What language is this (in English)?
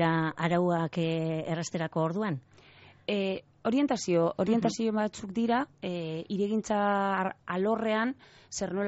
Basque